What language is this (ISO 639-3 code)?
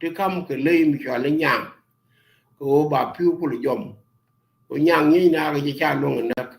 nus